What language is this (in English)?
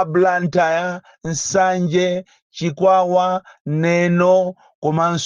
Nyanja